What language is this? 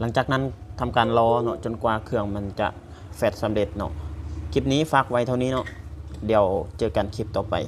Lao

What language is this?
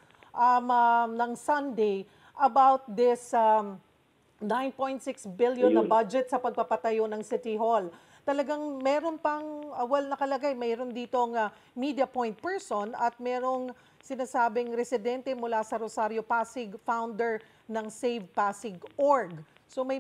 Filipino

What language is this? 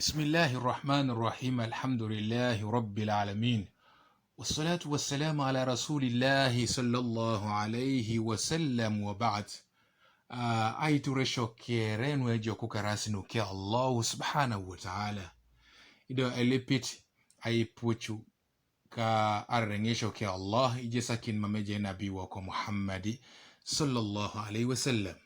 Teso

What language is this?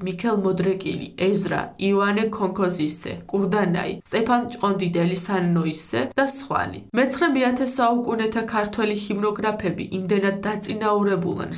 Georgian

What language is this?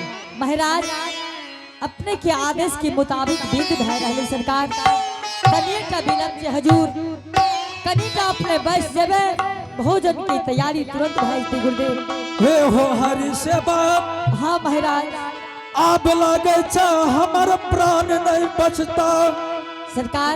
Angika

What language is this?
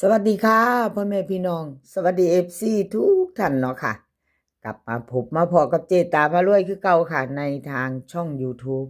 Northeastern Thai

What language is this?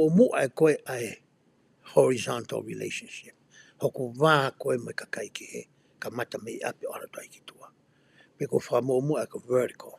Tongan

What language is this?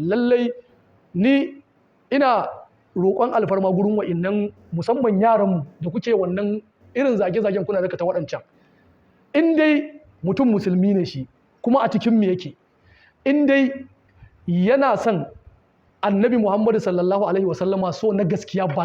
Hausa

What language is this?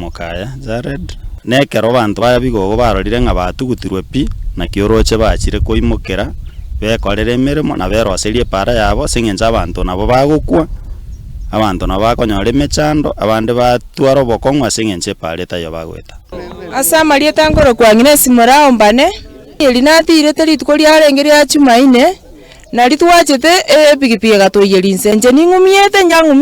Gusii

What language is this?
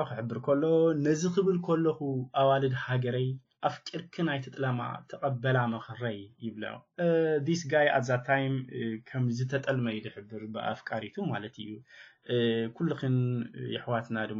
Tigrinya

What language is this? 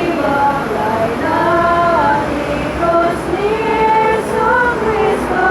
Iloko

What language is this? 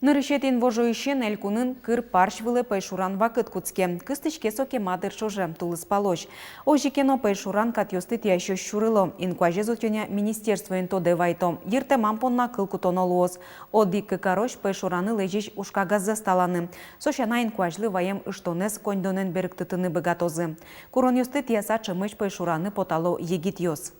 Udmurt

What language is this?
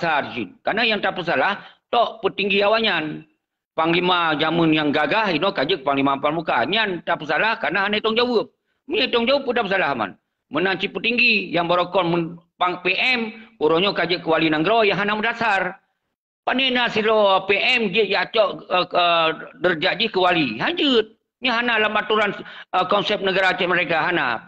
Achinese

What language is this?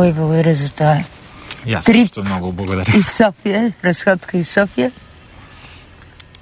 Bulgarian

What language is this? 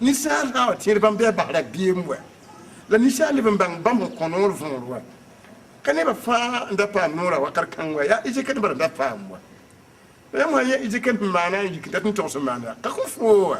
Mossi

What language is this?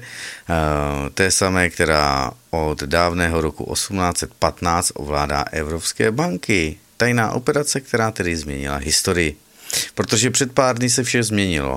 Czech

